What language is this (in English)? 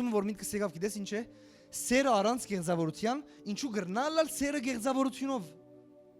Western Armenian